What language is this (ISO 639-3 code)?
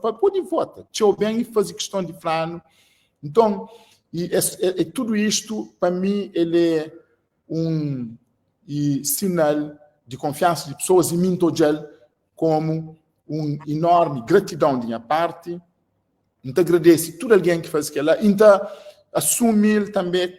kea